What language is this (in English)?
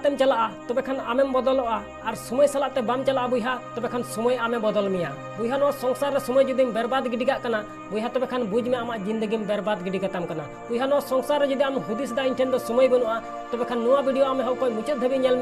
Santali